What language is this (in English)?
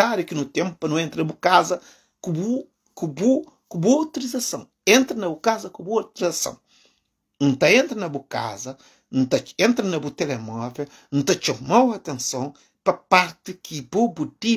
Kabuverdianu